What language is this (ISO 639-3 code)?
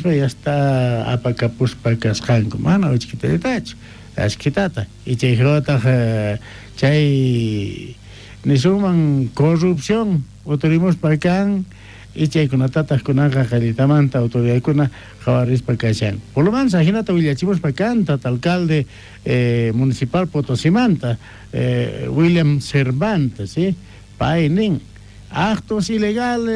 quh